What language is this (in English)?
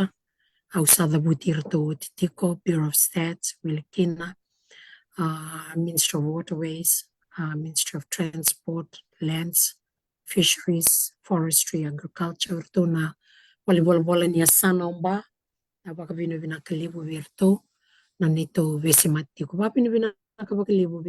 Fijian